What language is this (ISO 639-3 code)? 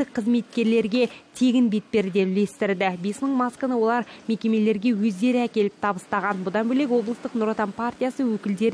kaz